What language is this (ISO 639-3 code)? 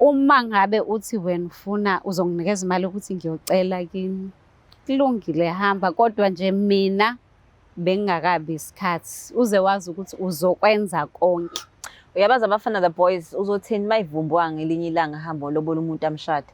zul